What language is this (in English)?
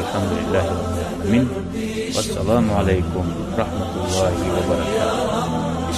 Kumyk